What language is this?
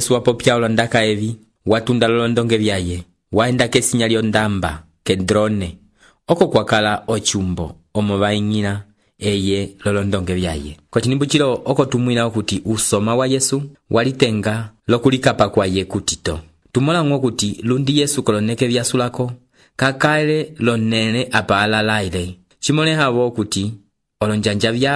Umbundu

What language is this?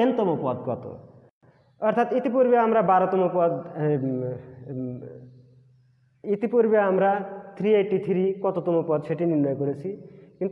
Bangla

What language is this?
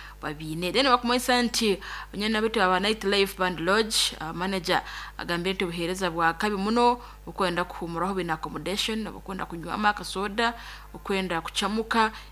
Nyoro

